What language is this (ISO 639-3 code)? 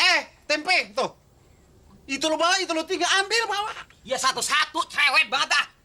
bew